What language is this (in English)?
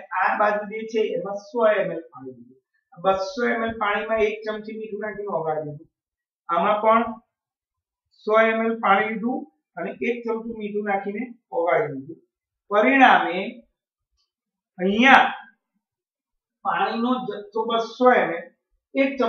Gujarati